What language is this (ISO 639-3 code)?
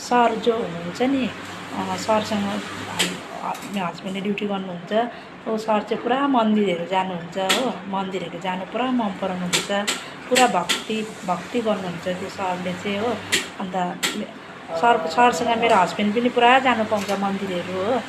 nep